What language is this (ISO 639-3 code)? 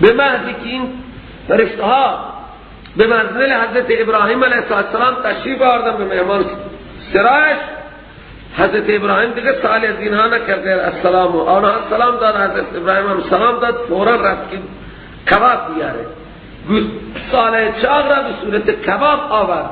fas